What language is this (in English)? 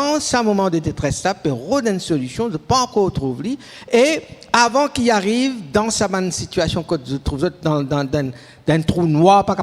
Morisyen